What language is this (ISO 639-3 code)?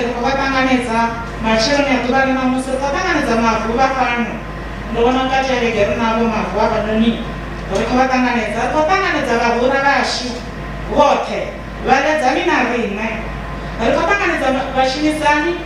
ven